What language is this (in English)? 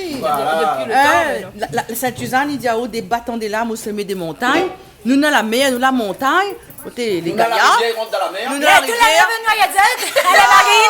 Réunion Creole French